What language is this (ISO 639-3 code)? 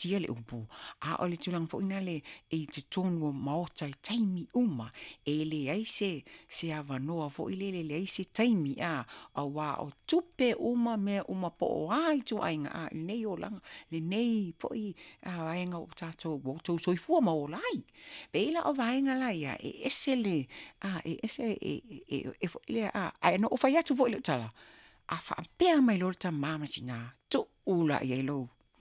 smo